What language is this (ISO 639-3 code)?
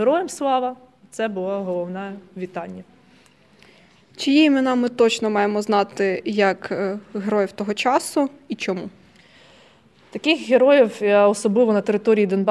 ukr